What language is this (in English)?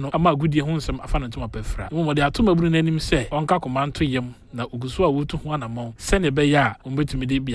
Akan